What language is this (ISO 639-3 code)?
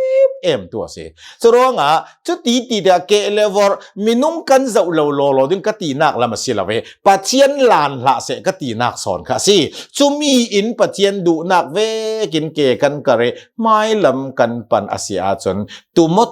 cnh